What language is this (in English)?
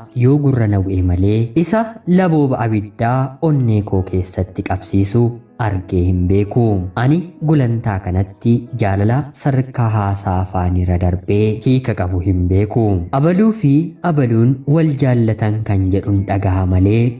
Oromo